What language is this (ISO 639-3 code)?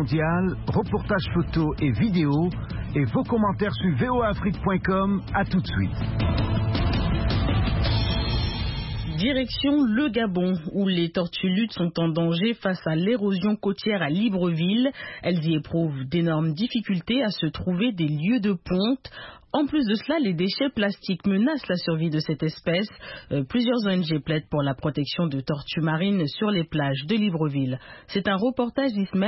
fra